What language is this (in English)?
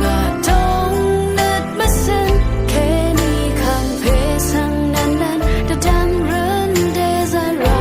Rawang